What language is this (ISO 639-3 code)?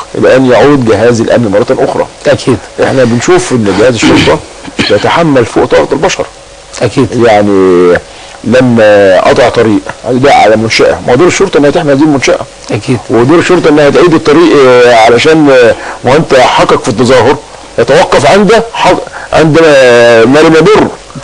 arz